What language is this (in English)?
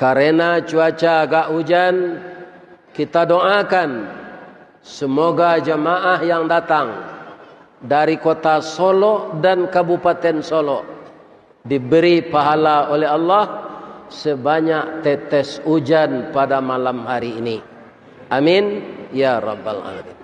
Minangkabau